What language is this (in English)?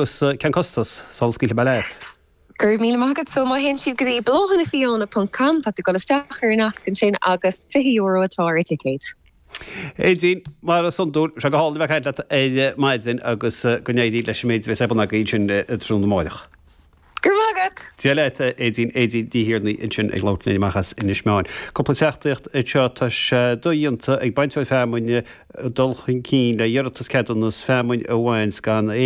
Irish